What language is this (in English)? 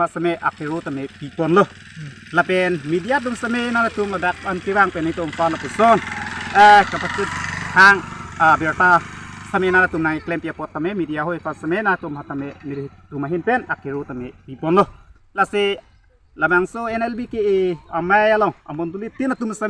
Karbi